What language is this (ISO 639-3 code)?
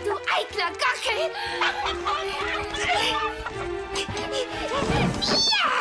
deu